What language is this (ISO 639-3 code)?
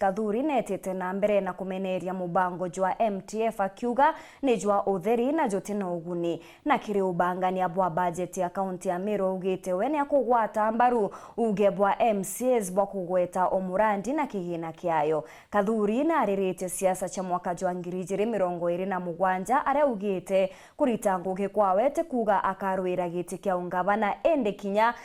mer